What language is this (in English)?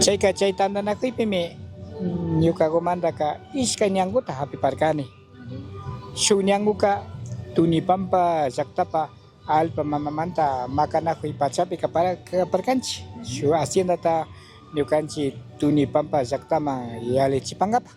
Chimborazo Highland Quichua